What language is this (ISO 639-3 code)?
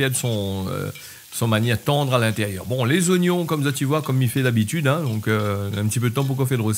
rcf